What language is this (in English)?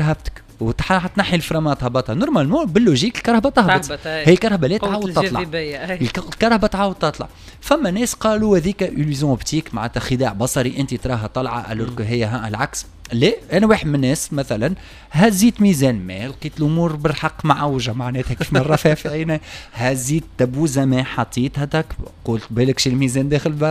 Tunisian Arabic